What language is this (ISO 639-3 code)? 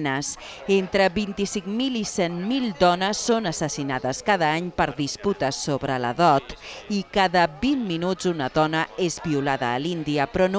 cat